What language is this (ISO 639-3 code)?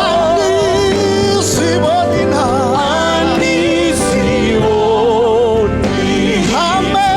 ven